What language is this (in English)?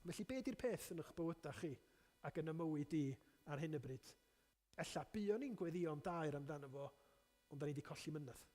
Welsh